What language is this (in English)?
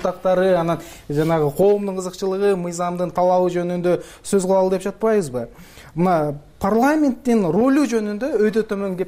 Kyrgyz